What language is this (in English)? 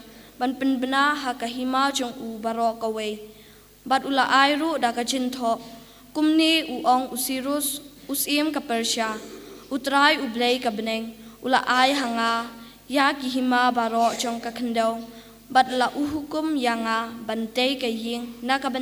Khasi